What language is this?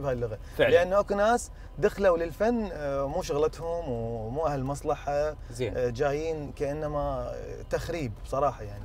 Mesopotamian Arabic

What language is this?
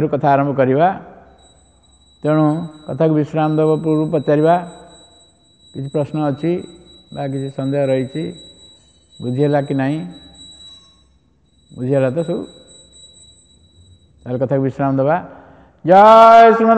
Odia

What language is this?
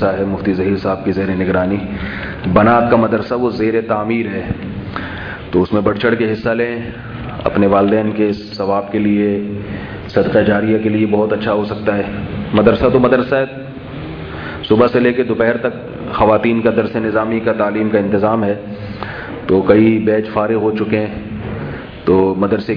Urdu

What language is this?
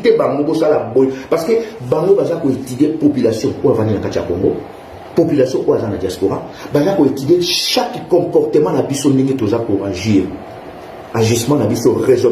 Lingala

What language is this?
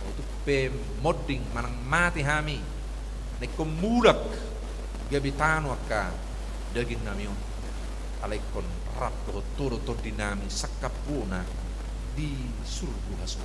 Batak Toba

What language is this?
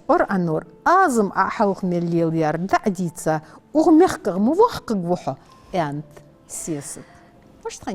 Ingush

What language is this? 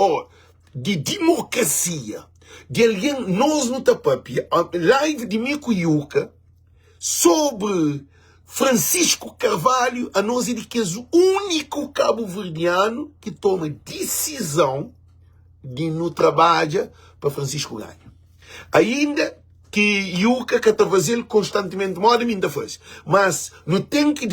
Kabuverdianu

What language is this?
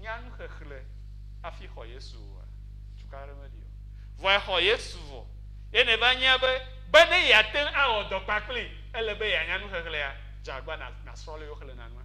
Ewe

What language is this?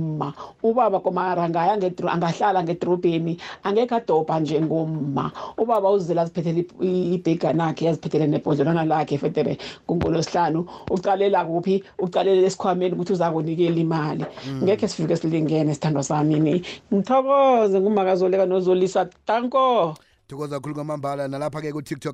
South Ndebele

